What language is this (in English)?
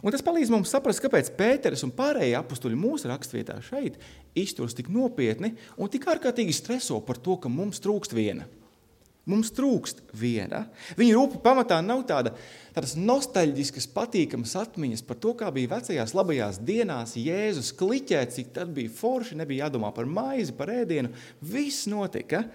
Latvian